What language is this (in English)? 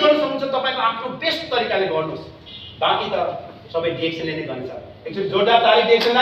Nepali